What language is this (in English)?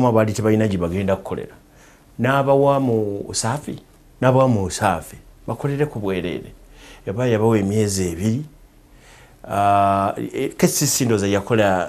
Ganda